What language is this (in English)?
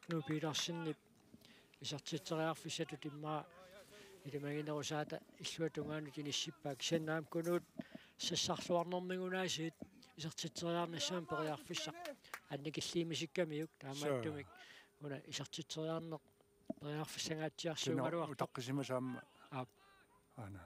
Kalaallisut